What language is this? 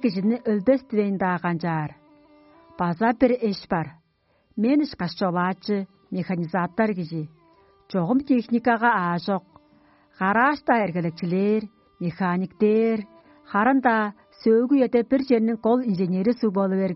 Tuvinian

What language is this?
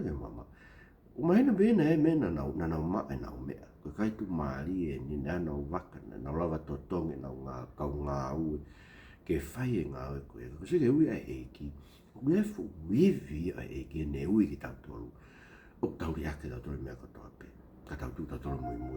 Tongan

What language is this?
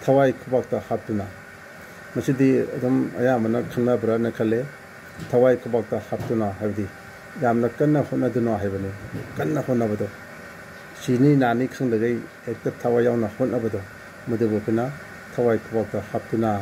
Manipuri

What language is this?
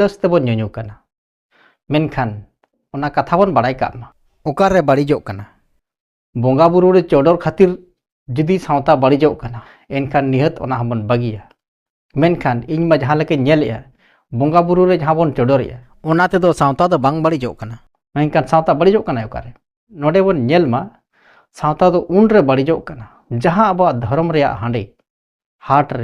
Santali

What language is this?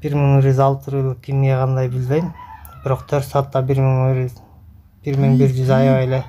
Kyrgyz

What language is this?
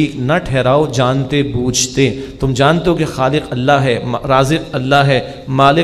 Urdu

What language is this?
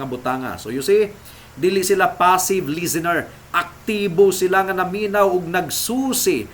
Cebuano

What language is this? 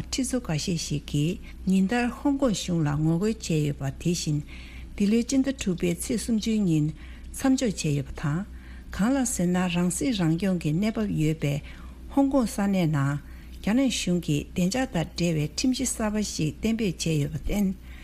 Tibetan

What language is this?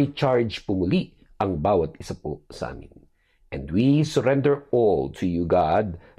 Filipino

